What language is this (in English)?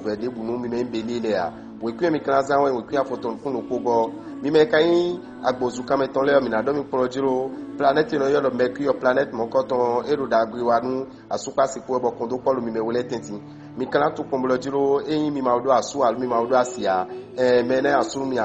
Fon